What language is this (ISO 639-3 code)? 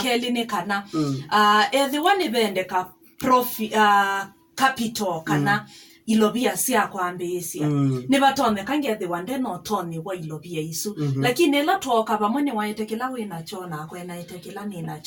kam